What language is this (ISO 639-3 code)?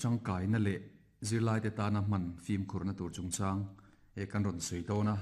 lus